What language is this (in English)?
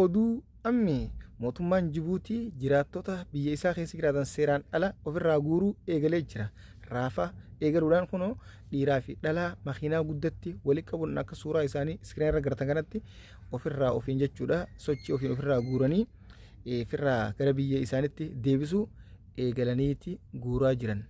Oromo